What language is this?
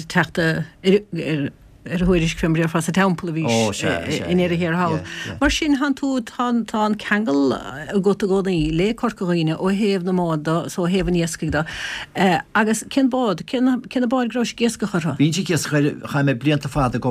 Irish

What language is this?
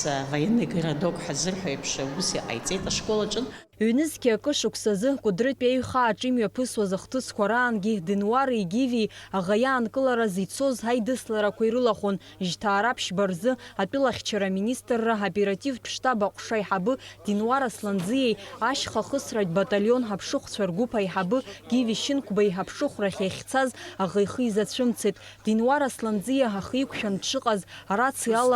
Abkhazian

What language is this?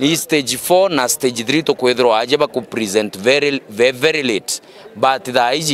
Meru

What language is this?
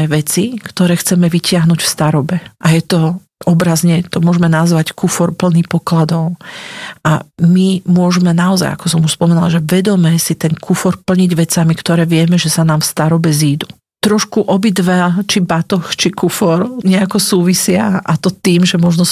Slovak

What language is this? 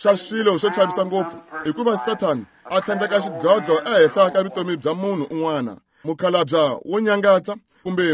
Tsonga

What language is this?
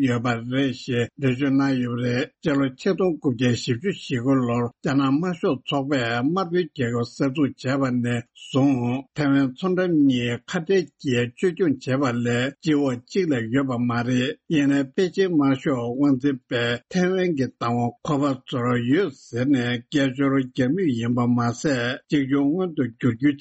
Tibetan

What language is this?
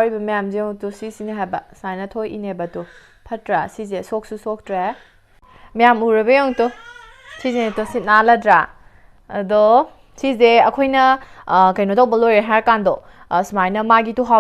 Manipuri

